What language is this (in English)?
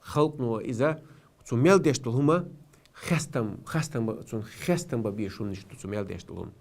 Chechen